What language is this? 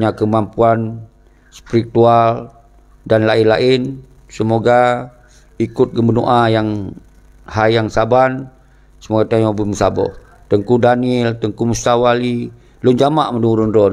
Achinese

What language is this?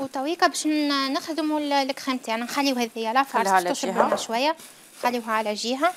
Algerian Arabic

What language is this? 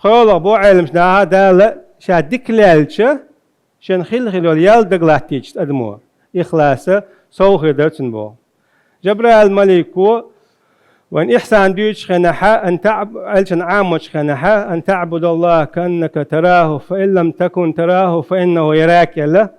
Chechen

